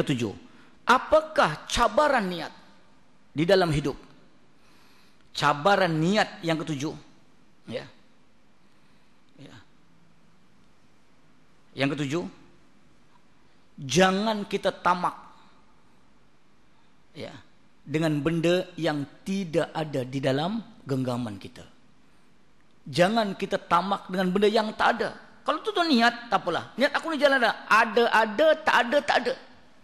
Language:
Malay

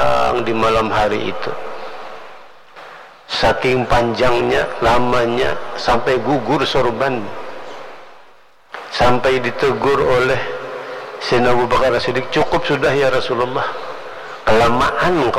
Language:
Indonesian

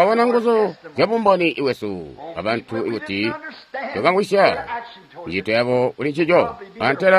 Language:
Tonga (Zambia)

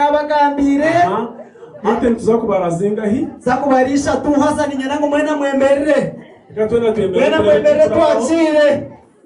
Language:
Nyankole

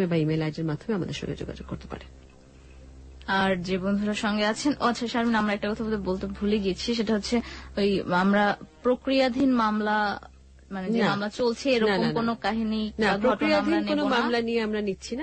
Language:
Bangla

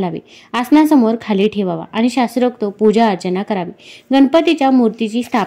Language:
Marathi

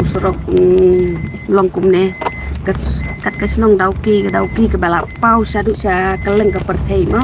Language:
Khasi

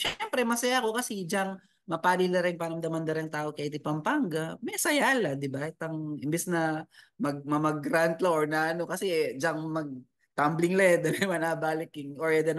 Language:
Pampanga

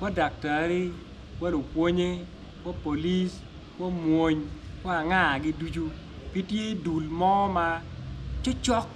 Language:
Acoli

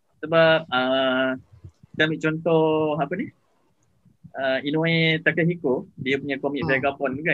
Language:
Malay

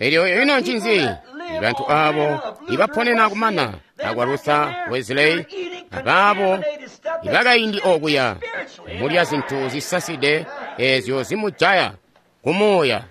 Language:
Tonga (Zambia)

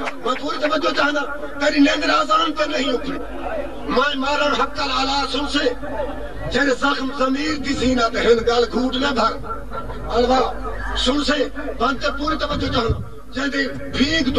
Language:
Saraiki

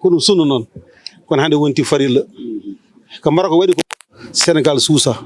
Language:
Fula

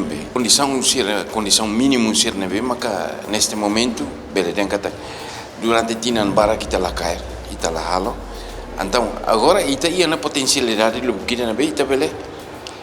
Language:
Tetum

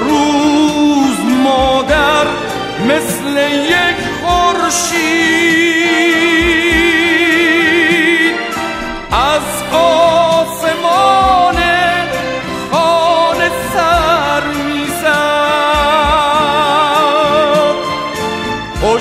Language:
Persian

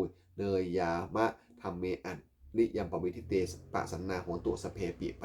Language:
Pali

